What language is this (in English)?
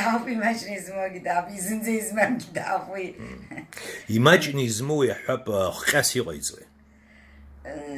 Abkhazian